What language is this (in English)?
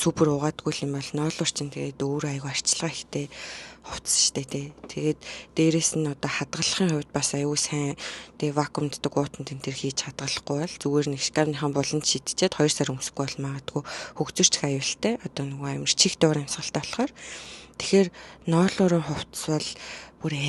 Mongolian